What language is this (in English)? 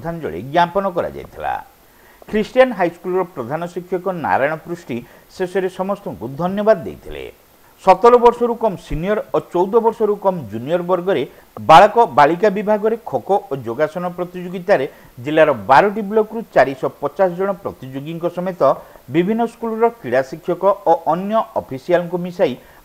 Odia